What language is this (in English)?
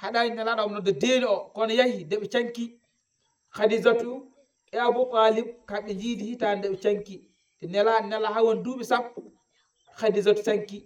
Fula